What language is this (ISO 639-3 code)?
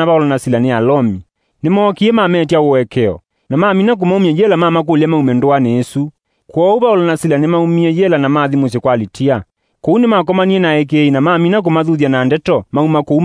kam